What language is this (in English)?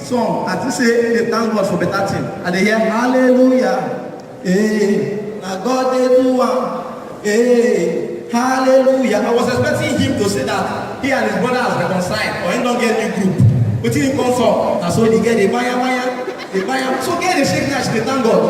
Nigerian Pidgin